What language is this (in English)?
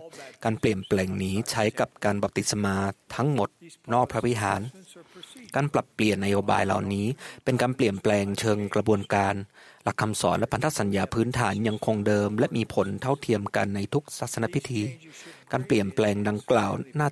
Thai